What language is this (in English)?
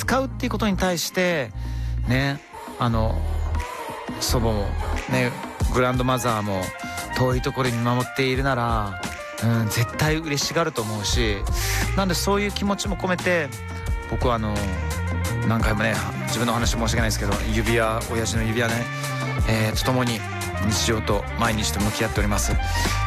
Japanese